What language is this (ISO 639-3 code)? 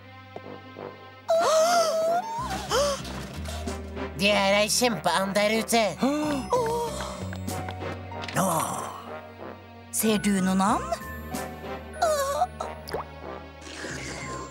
nor